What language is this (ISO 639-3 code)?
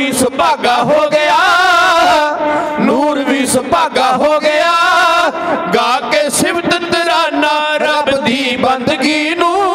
pan